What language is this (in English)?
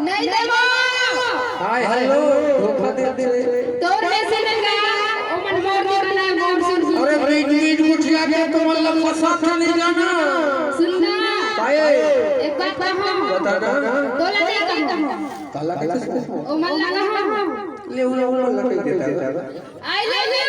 Chhattisgarhi